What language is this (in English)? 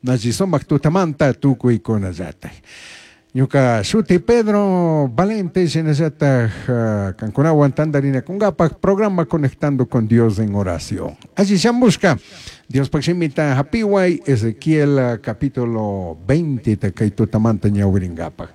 Chimborazo Highland Quichua